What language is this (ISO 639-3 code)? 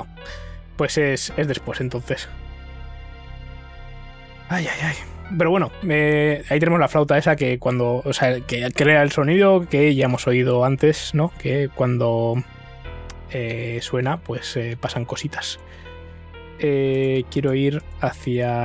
spa